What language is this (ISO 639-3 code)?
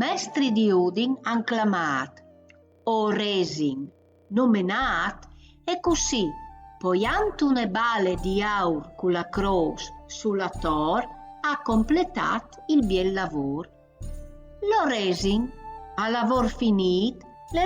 fur